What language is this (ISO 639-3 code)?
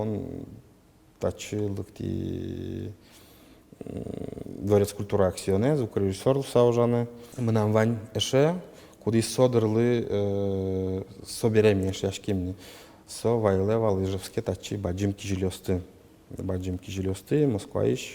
udm